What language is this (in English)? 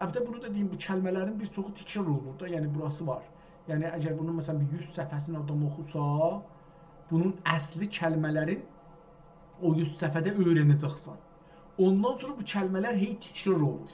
South Azerbaijani